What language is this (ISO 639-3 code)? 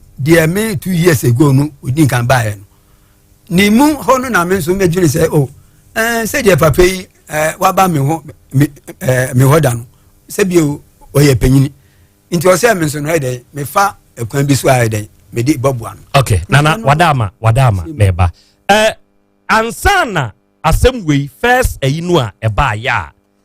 aka